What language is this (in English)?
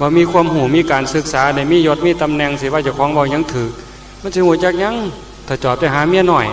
Northeastern Thai